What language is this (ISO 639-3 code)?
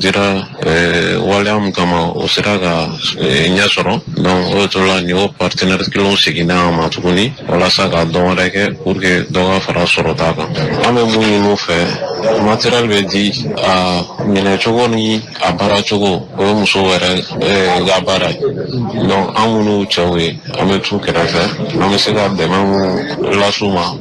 bam